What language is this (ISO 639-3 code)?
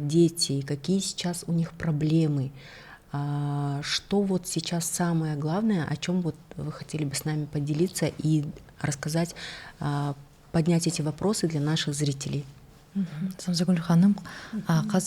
kaz